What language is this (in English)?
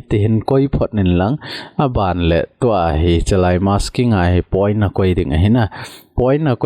Thado Chin